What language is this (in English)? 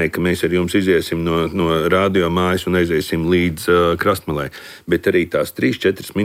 Latvian